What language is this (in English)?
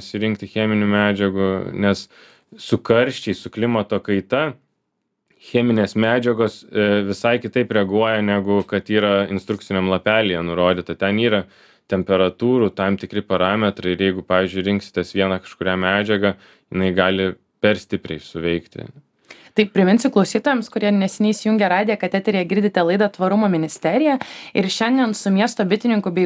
Lithuanian